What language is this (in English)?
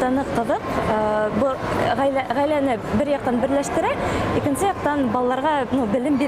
Bashkir